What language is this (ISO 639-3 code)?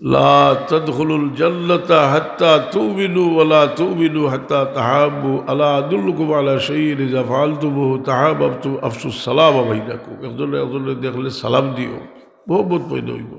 syl